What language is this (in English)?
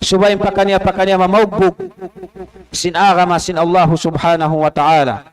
Tausug